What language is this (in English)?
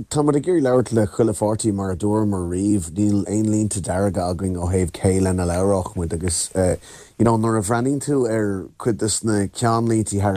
Irish